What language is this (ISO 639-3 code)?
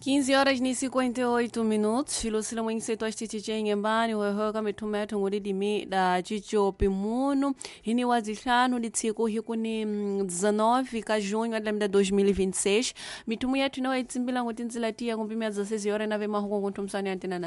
tso